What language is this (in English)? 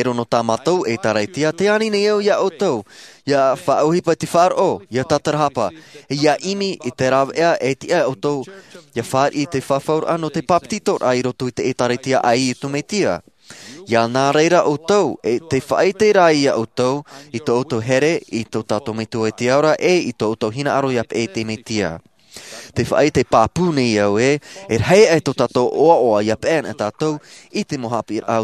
Tahitian